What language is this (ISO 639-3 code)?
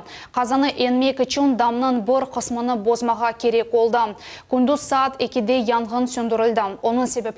crh